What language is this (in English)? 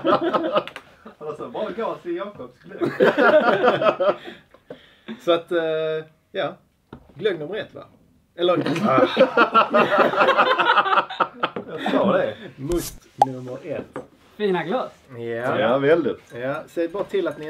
Swedish